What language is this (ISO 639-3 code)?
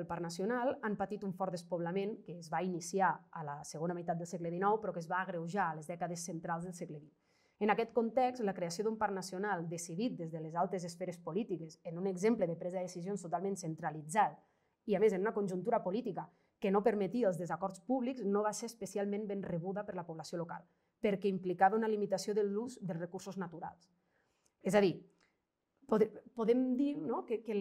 cat